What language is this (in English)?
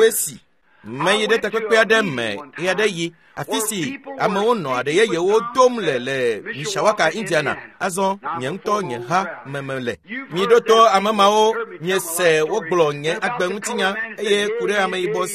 Ewe